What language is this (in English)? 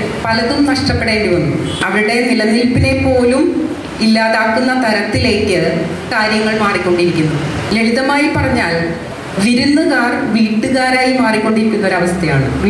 Malayalam